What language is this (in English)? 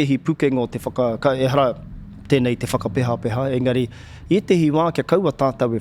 Māori